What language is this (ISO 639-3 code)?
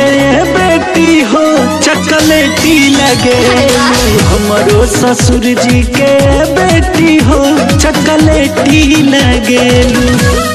bho